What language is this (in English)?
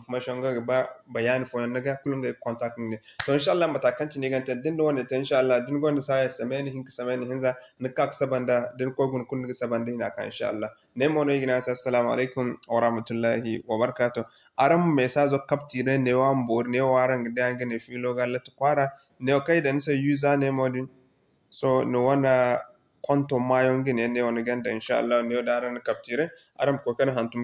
Zarma